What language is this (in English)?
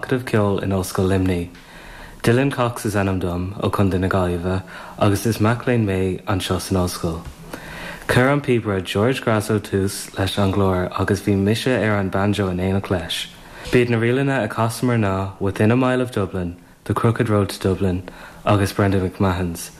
Irish